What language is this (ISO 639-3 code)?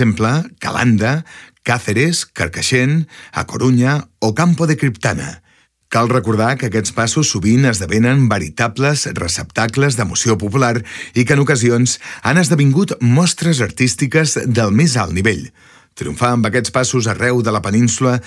cat